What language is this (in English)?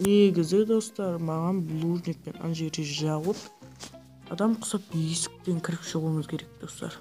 Kara-Kalpak